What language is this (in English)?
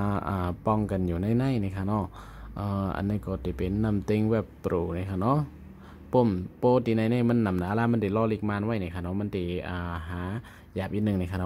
Shan